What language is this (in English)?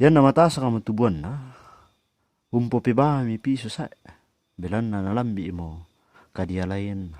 Toraja-Sa'dan